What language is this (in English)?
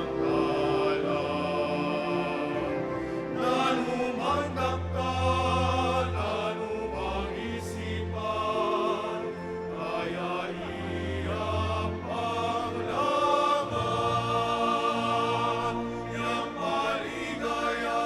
Pampanga